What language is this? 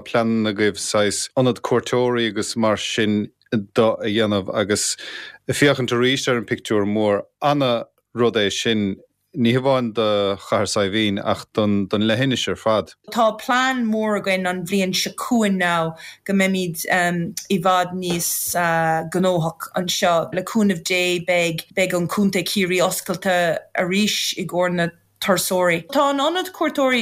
Irish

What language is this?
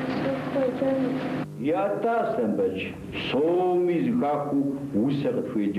Kabardian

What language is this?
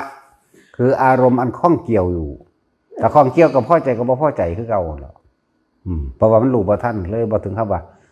Northeastern Thai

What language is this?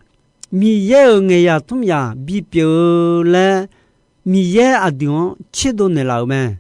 Akha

